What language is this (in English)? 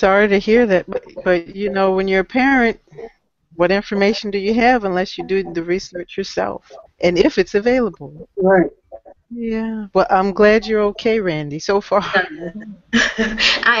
English